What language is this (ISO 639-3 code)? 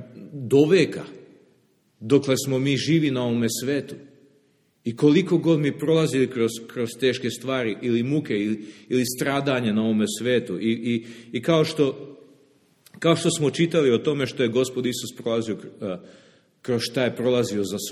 srp